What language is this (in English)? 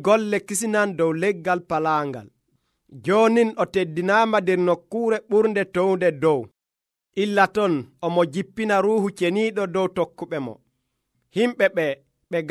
Nigerian Fulfulde